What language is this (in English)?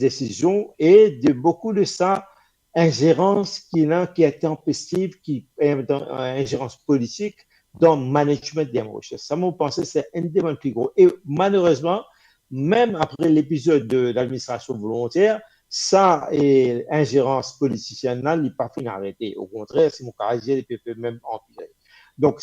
Morisyen